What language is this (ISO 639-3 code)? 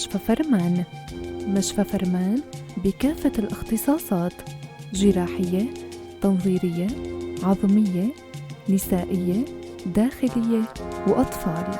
apc